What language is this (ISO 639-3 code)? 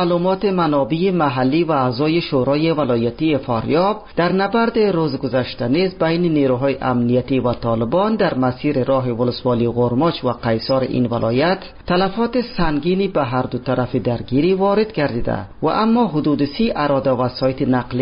fas